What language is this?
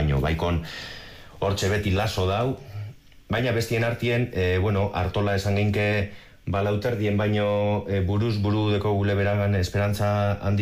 Basque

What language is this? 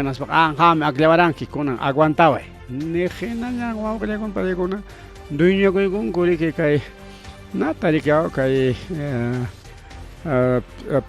Ayacucho Quechua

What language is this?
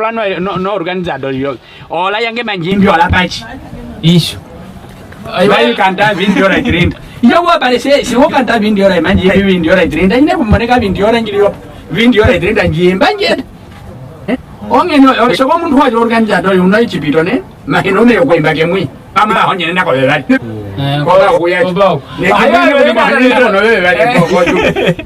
Nyaneka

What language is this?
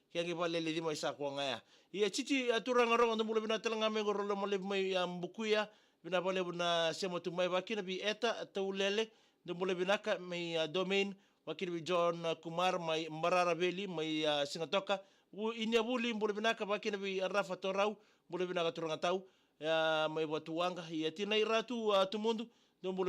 Fijian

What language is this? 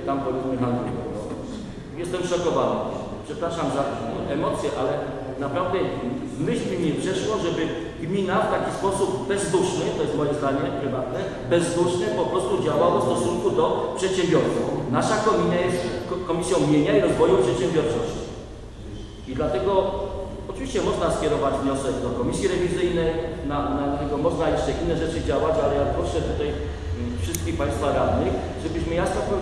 Polish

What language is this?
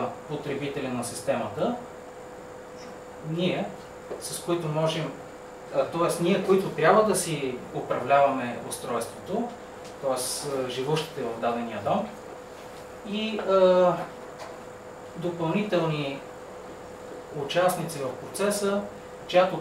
Bulgarian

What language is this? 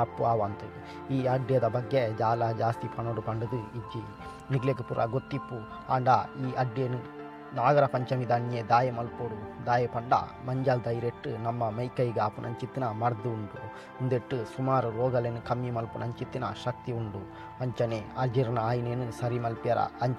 Tulu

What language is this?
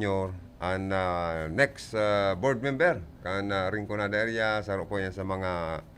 Bikol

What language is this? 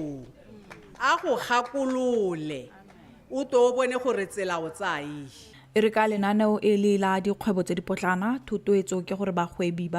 Tswana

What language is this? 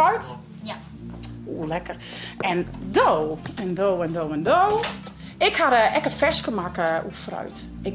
Western Frisian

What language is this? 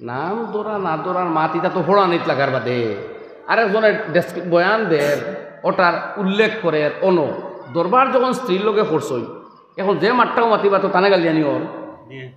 Sylheti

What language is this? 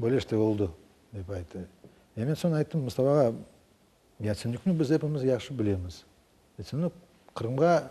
Crimean Tatar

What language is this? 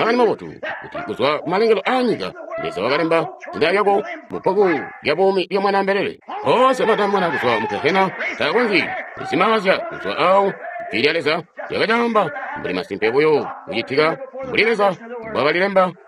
Tonga (Zambia)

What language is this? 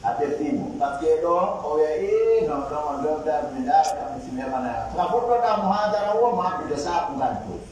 Pular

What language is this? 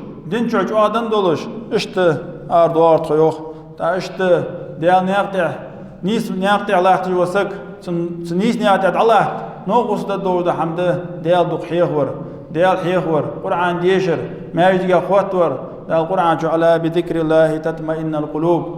Ingush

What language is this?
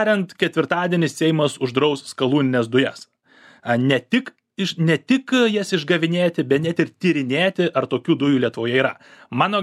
Lithuanian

